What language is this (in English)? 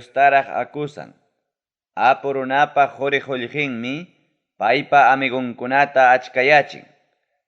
Ayacucho Quechua